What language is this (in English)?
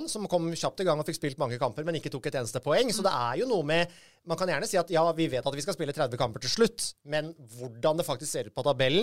Norwegian